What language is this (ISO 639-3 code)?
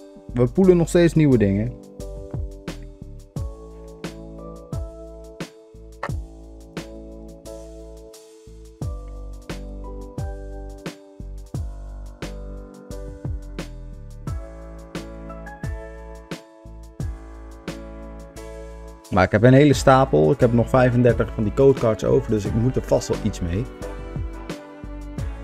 nld